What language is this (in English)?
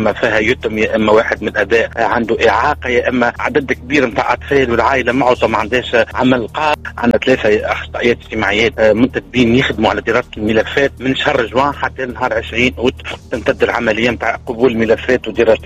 Tunisian Arabic